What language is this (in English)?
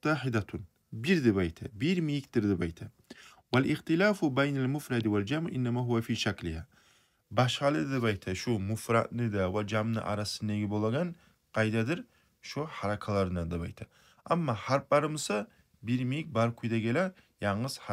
Kumyk